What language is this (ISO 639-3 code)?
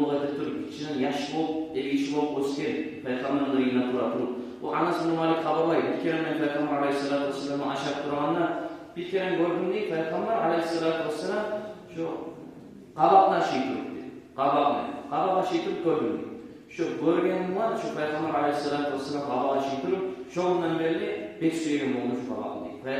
kum